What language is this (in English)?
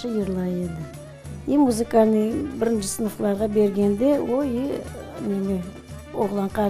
Crimean Tatar